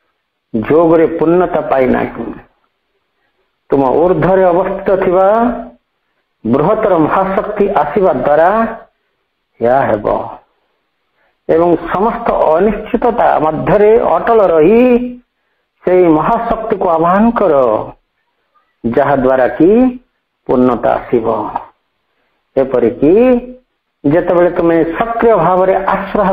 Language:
Odia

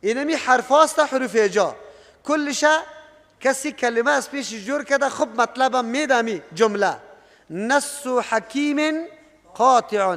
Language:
Persian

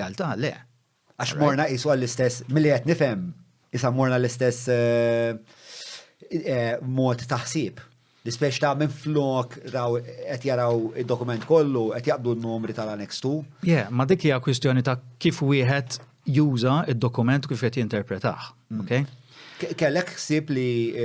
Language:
Maltese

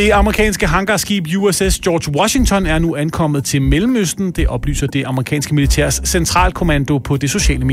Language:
Danish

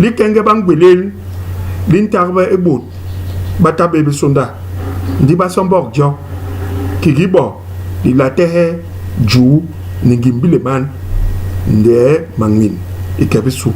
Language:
Basaa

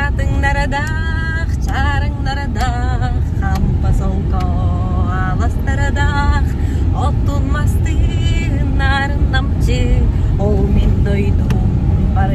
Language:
Yakut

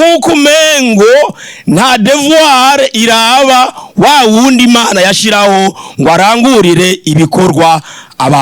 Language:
Rundi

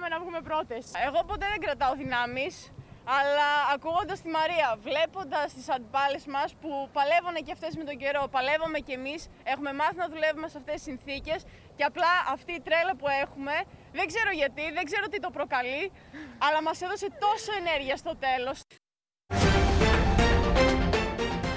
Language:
Greek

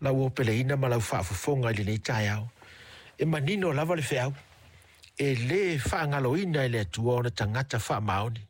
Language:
Samoan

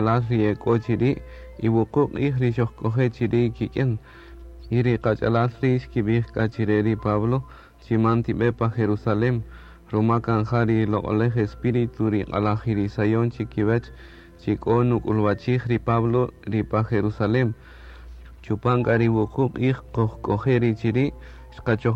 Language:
Kaqchikel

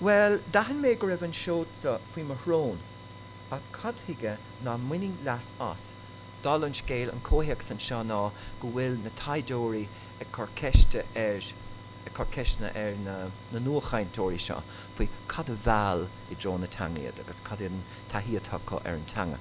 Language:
Irish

